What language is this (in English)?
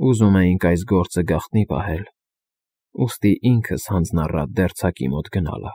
Armenian